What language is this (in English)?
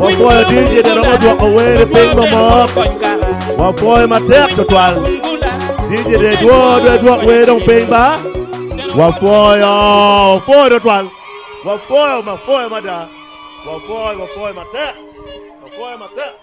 Acoli